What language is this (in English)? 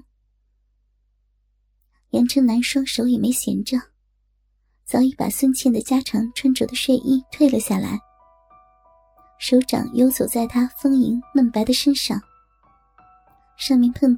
Chinese